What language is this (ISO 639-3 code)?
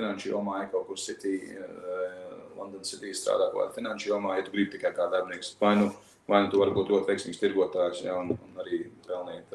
lav